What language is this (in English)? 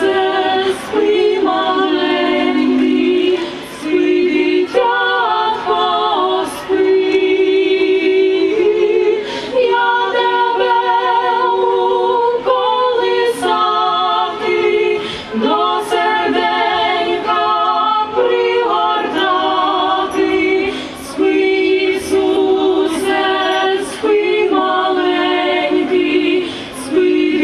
Ukrainian